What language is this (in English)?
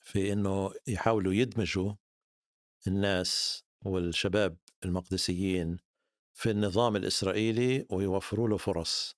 North Levantine Arabic